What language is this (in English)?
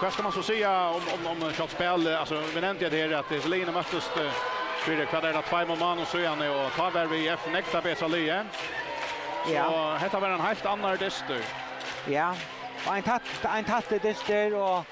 Faroese